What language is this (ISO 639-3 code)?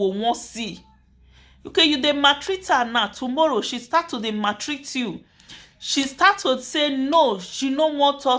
pcm